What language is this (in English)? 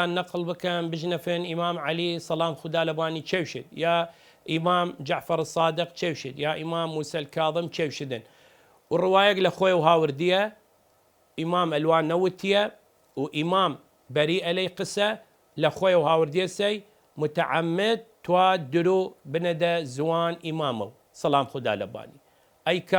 Southern Kurdish